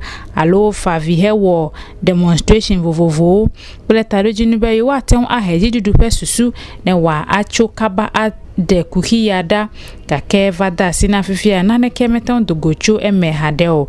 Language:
Ewe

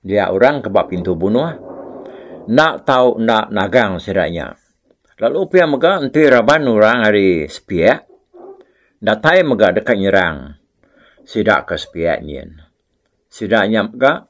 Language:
Iban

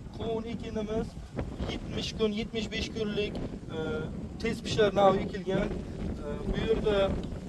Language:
Uzbek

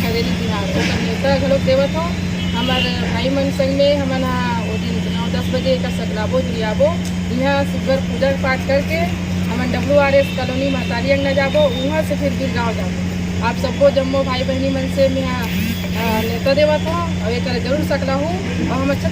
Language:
Chhattisgarhi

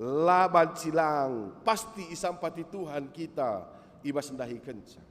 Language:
Batak Karo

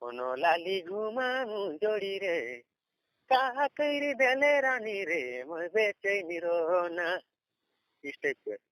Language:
Sadri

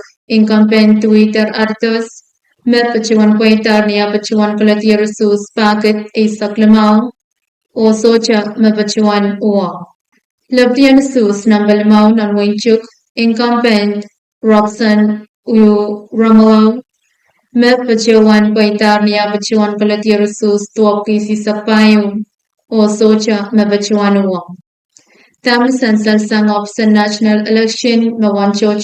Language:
Pohnpeian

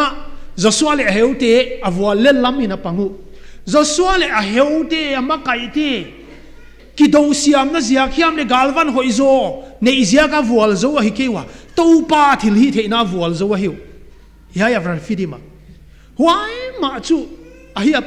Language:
Paite Chin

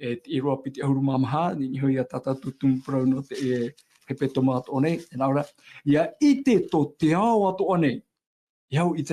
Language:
Tahitian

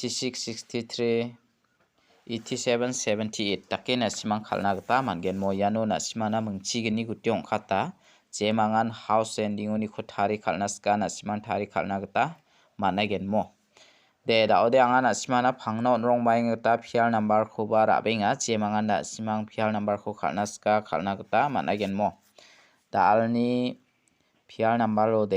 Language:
Garo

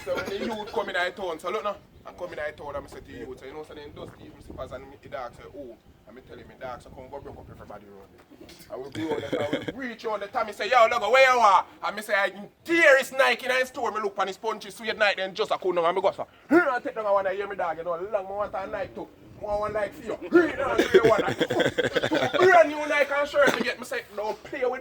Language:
Jamaican Creole English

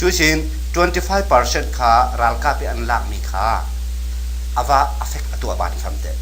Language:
Falam Chin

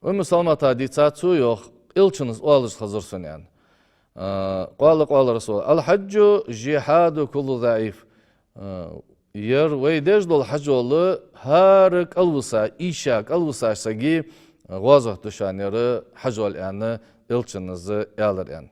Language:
Ingush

